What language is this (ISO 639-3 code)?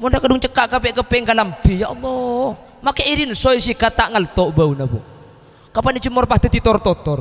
mad